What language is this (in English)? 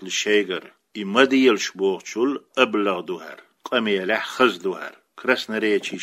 Chechen